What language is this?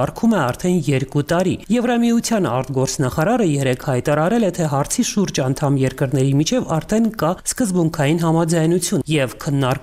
Armenian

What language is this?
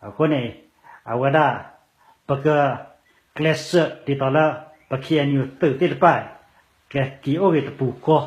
S'gaw Karen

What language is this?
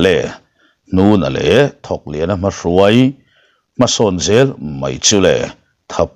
Mizo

